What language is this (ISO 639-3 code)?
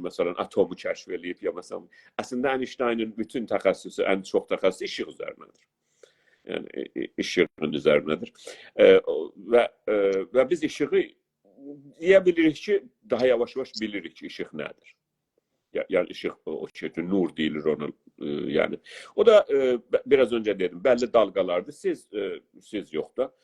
azb